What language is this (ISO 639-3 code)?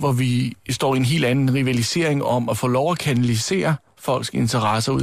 dan